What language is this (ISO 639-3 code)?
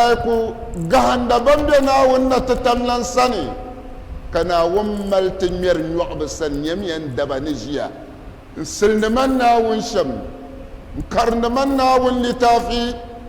dag